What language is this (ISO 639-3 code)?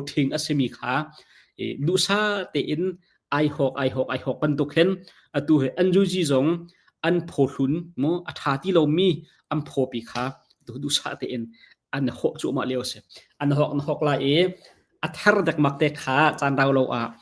cnh